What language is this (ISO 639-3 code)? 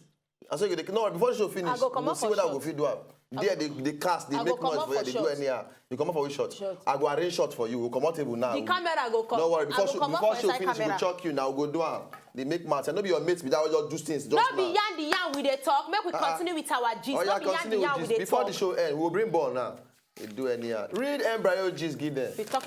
pcm